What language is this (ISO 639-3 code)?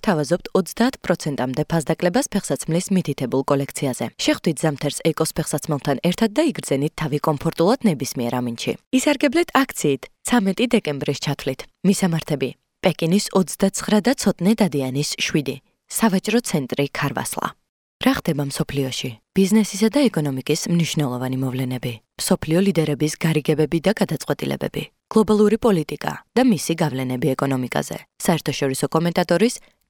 kat